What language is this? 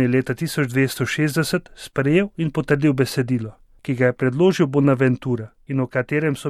Slovenian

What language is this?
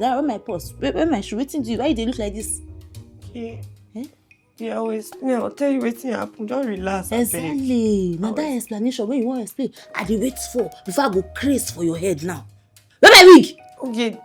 Nigerian Pidgin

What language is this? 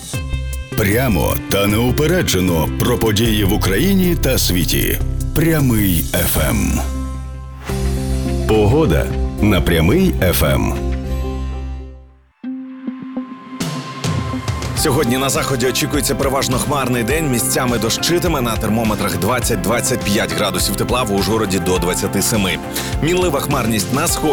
Ukrainian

